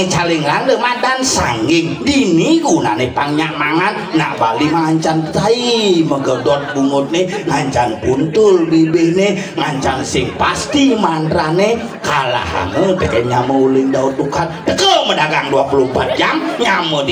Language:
Balinese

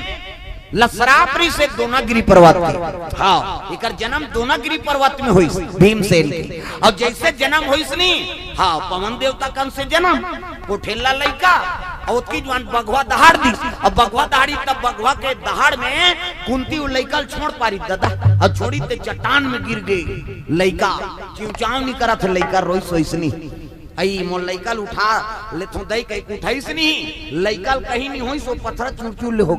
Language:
Chhattisgarhi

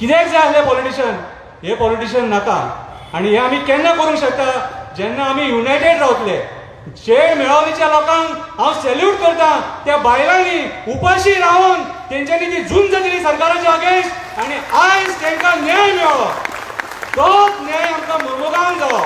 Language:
Konkani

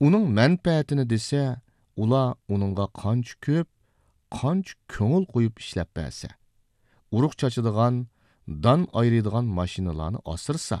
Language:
Uyghur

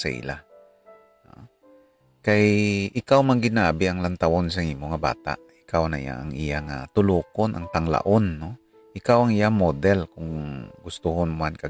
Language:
Hiligaynon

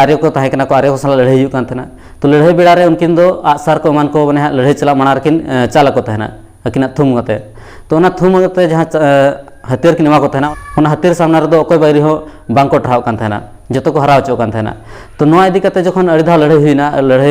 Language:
Santali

